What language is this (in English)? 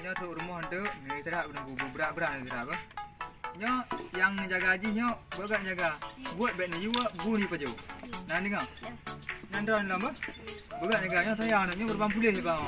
Achinese